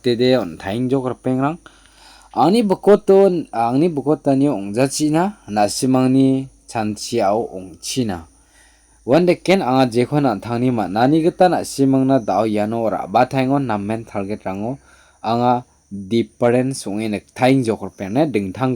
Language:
Garo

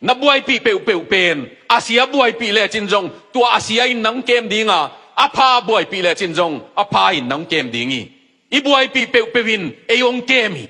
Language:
Tedim Chin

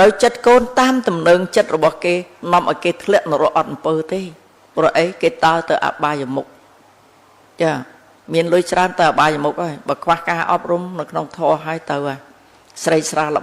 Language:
Khmer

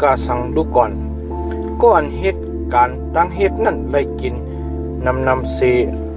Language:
Shan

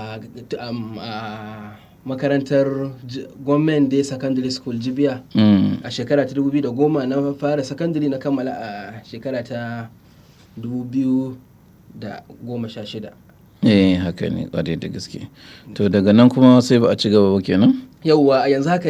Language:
Hausa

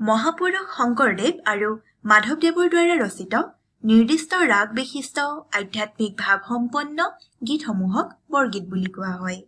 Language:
Assamese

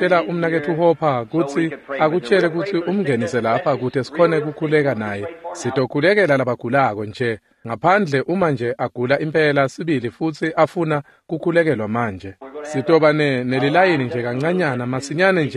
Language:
Swati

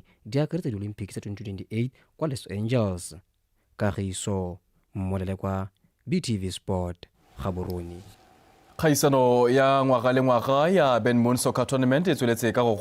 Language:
Tswana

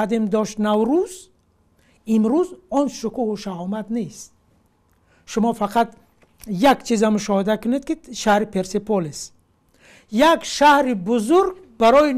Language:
Tajik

